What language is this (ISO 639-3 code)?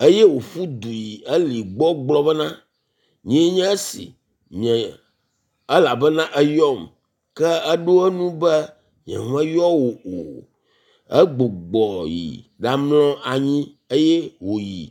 ewe